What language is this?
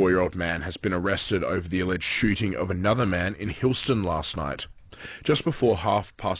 English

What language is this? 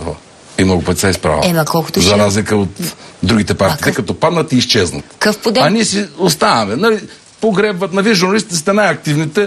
Bulgarian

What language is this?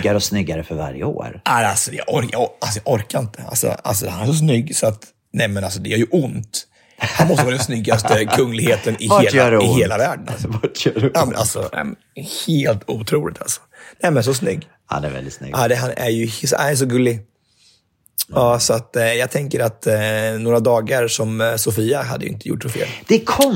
Swedish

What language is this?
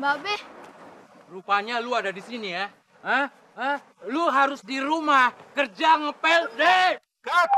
Betawi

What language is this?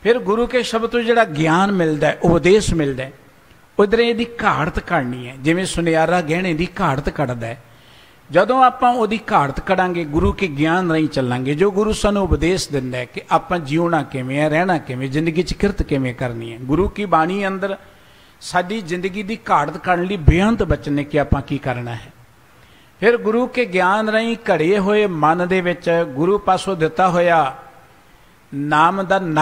Punjabi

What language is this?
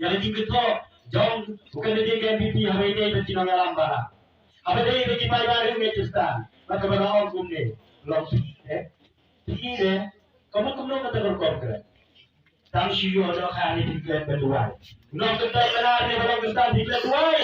Khasi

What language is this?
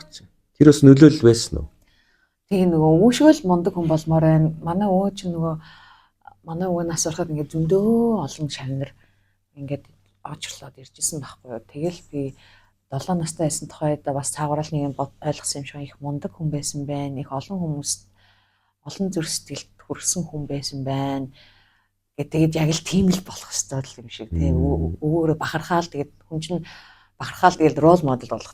Mongolian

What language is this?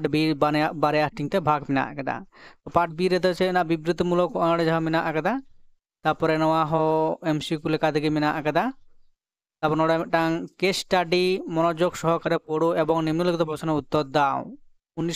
Santali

